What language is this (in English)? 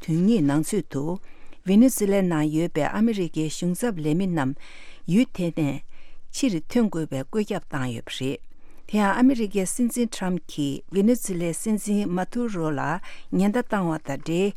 Tibetan